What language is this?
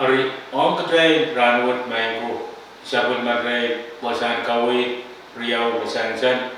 Pohnpeian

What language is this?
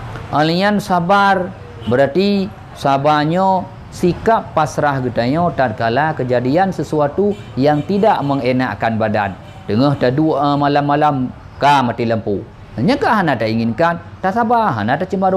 Achinese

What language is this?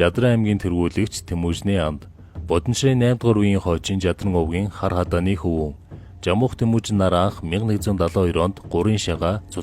Mongolian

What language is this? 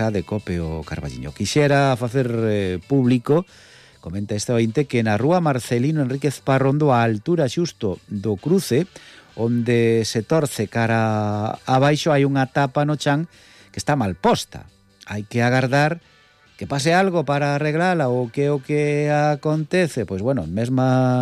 Galician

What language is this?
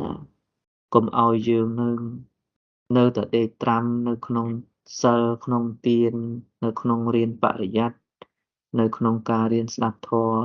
Khmer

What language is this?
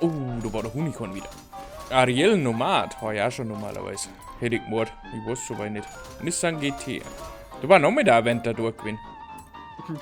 Bavarian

